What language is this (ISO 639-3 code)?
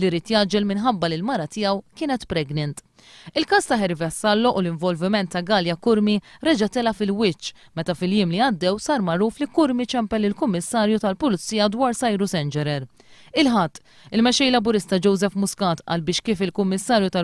mlt